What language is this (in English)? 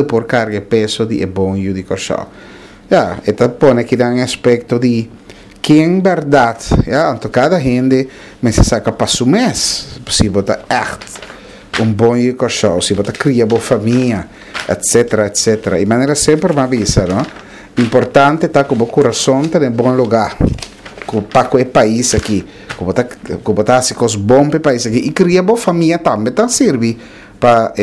Papiamento